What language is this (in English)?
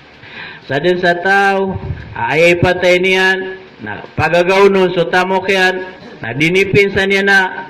Maranao